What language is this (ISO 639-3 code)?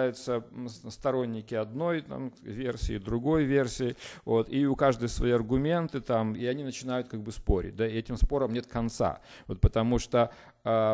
rus